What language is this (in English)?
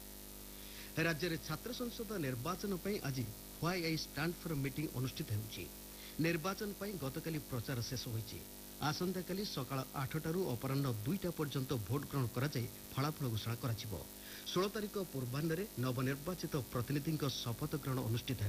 Odia